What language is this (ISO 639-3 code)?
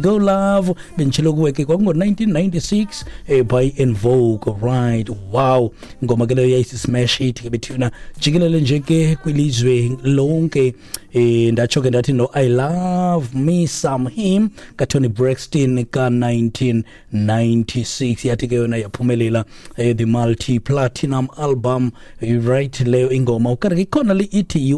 xho